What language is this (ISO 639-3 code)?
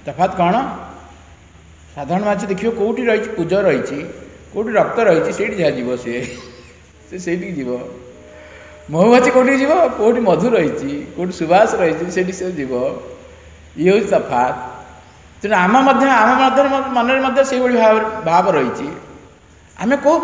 ori